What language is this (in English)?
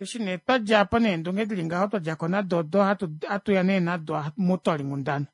Kuanyama